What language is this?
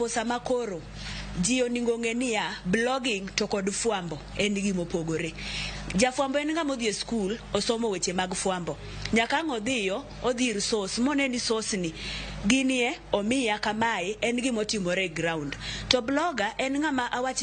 Luo (Kenya and Tanzania)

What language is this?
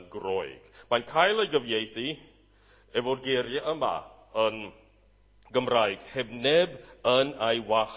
Welsh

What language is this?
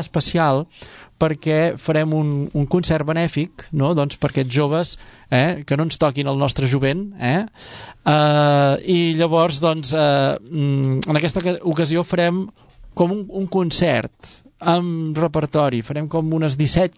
Catalan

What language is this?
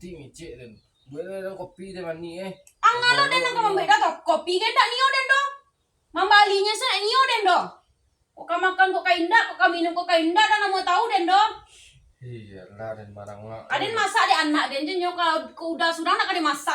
Minangkabau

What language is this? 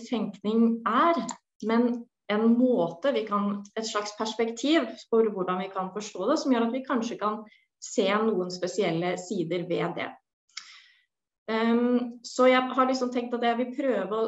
Norwegian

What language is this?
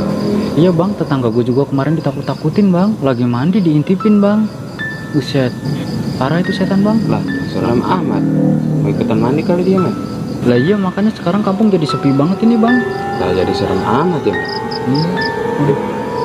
Betawi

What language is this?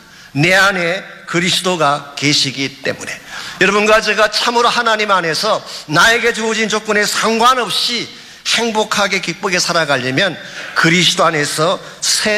Korean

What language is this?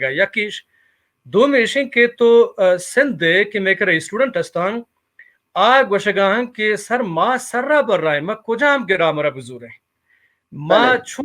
Baluchi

